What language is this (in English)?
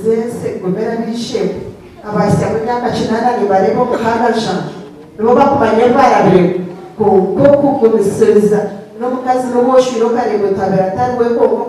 Nyankole